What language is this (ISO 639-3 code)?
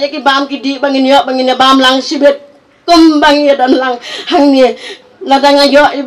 kha